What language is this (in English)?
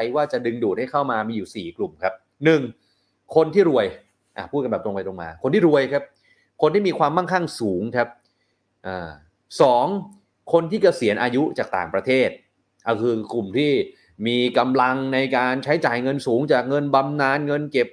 Thai